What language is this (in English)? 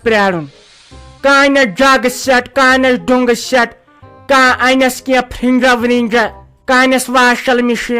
Kashmiri